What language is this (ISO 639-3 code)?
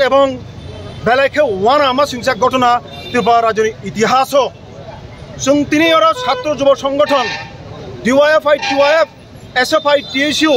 trp